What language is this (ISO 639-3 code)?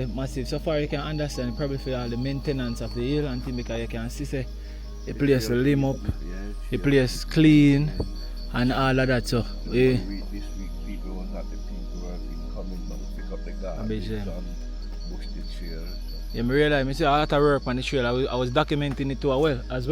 jam